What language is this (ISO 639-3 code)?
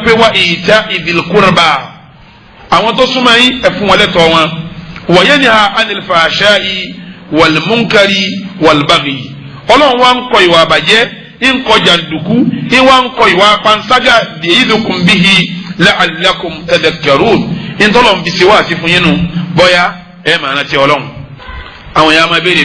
yor